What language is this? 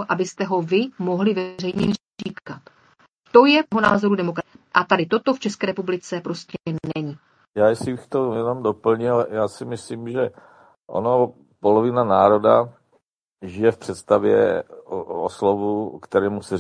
Czech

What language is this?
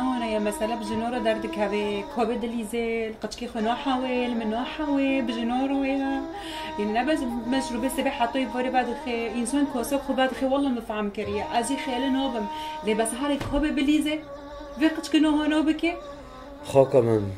Kurdish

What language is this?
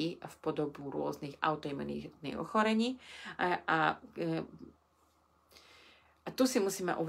Slovak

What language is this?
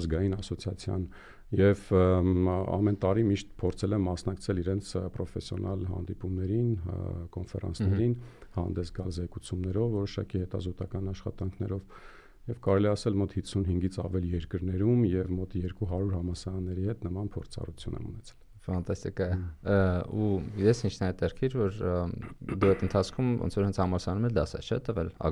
Armenian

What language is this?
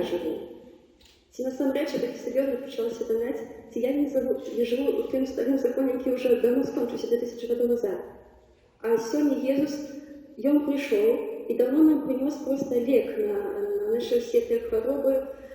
Belarusian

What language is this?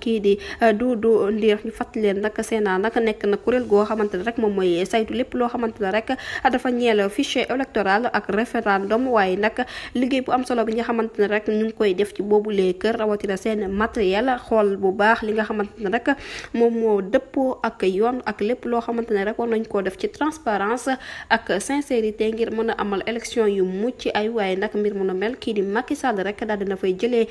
Wolof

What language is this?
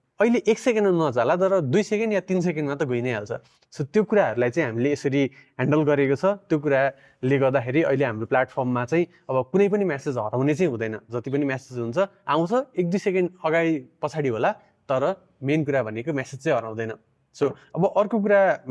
Nepali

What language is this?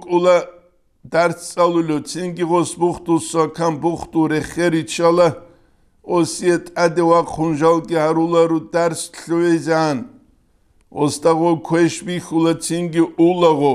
Avaric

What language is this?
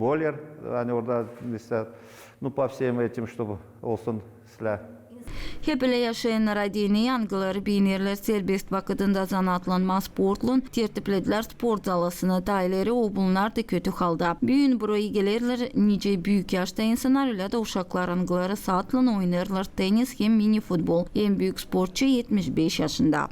Gagauz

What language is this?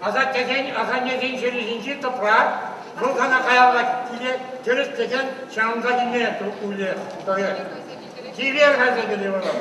Chuvash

